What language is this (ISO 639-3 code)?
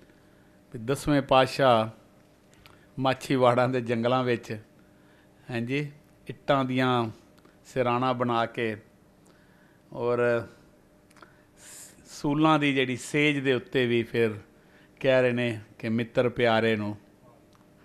pan